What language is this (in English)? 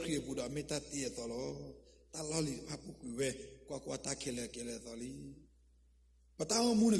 S'gaw Karen